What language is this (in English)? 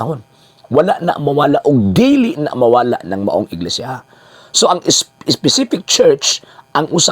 Cebuano